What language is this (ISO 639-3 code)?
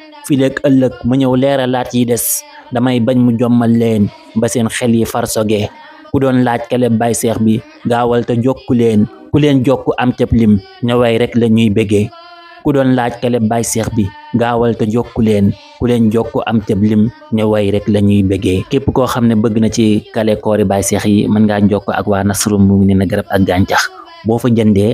wol